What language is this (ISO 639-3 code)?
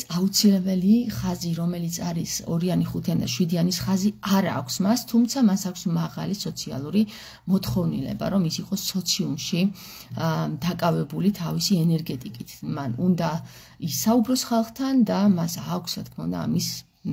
kat